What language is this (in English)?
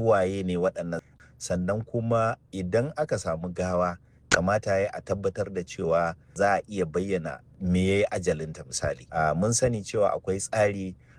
Hausa